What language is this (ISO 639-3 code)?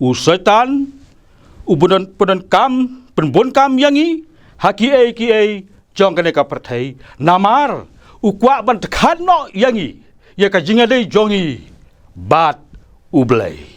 kha